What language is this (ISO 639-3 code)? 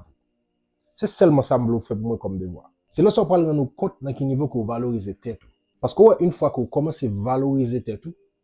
hat